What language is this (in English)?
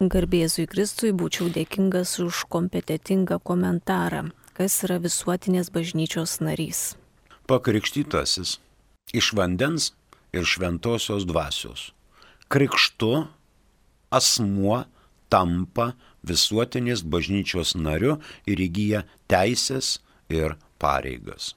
Lithuanian